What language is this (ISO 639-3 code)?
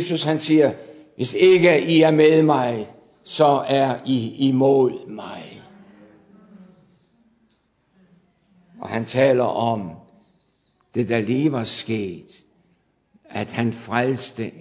dan